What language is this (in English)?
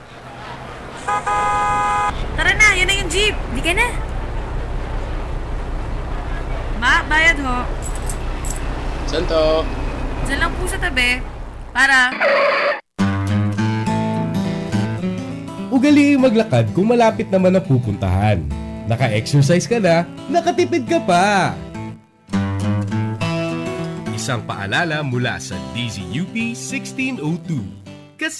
Filipino